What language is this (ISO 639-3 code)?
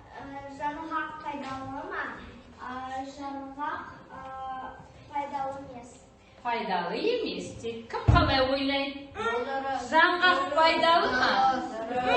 kaz